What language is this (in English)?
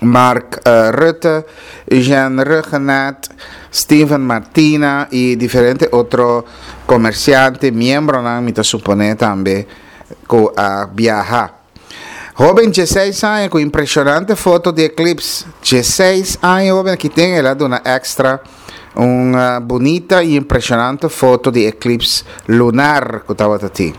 Papiamento